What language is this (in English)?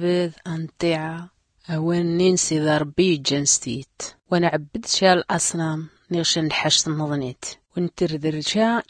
Tachelhit